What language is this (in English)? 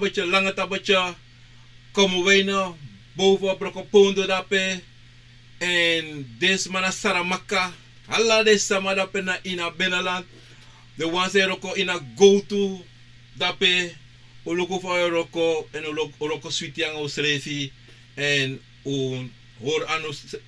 Sranan Tongo